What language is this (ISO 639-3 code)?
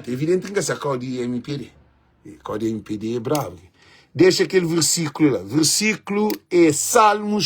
kea